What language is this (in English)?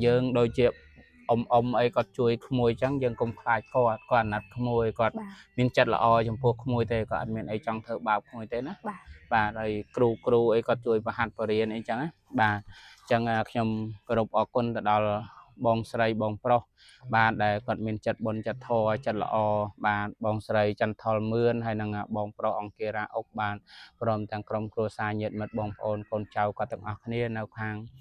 Khmer